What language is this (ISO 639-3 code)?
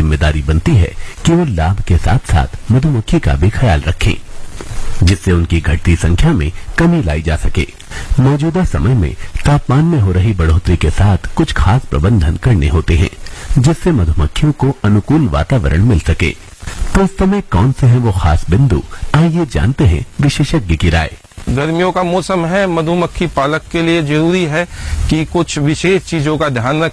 hin